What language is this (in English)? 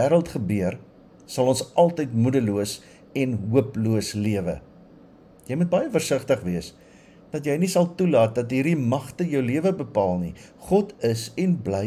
Afrikaans